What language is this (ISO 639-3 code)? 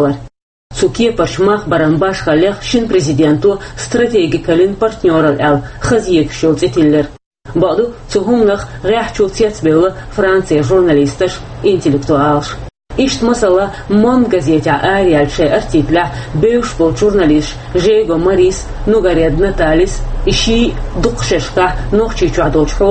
che